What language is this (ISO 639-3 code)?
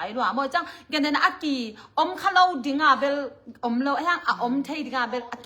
ctd